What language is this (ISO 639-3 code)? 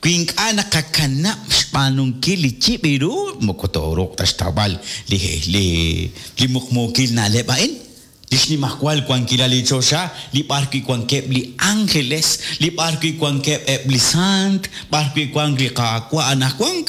kek